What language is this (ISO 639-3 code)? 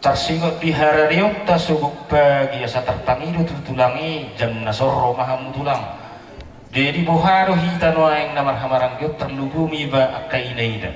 bbc